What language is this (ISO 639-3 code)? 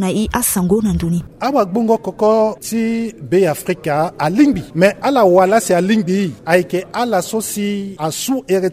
sag